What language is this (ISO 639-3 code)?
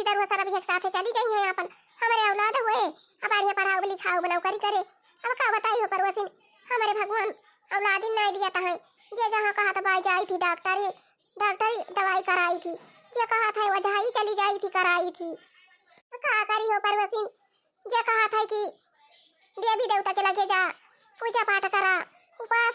awa